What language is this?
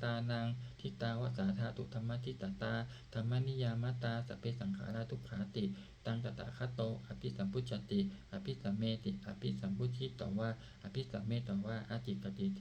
Pali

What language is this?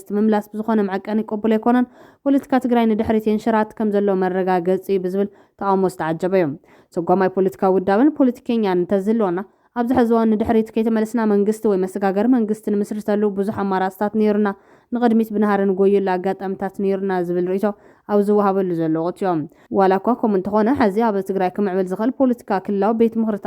Tigrinya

